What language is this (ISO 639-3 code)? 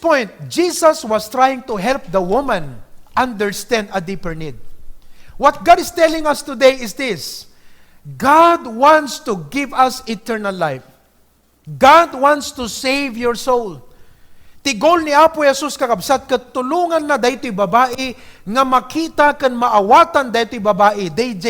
ilo